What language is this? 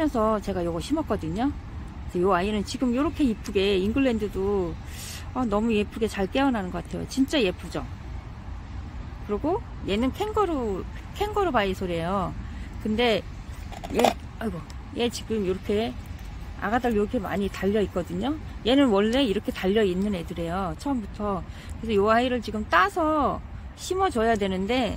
Korean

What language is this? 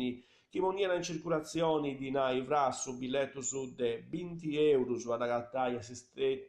Sardinian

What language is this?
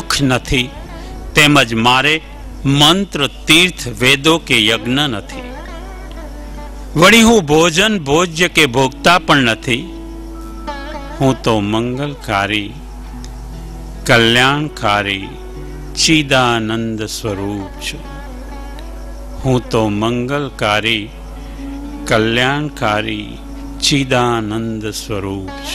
Gujarati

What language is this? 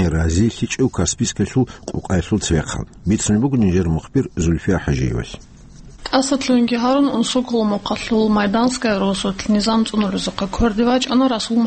Avaric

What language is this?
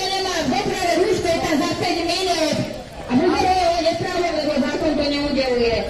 Slovak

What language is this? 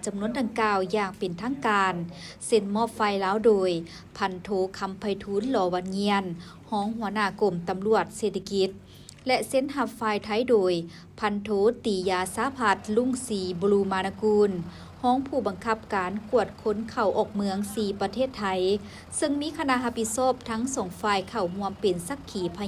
Lao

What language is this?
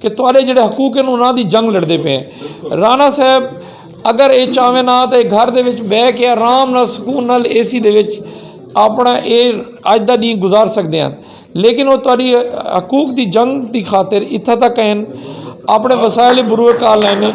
Western Panjabi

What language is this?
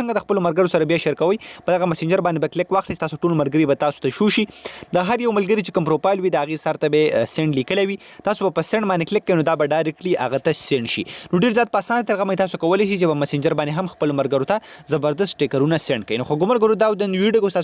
Pashto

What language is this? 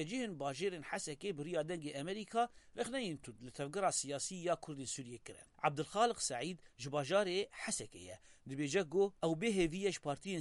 Kurdish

